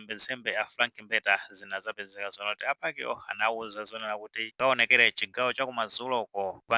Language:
Nyanja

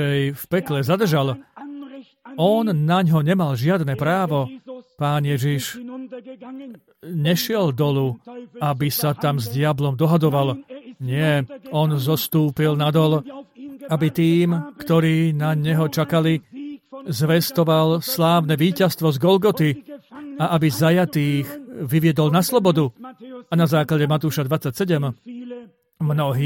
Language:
Slovak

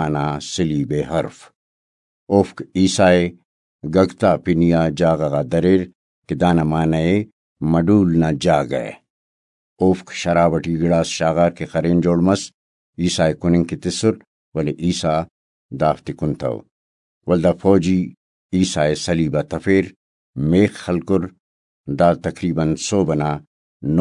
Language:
Brahui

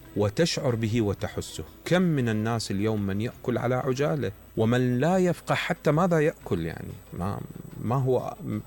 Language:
Mesopotamian Arabic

